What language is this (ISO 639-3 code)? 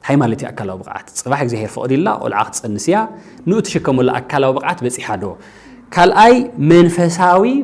tir